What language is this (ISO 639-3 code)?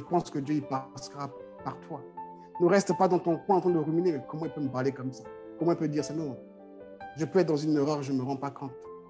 fra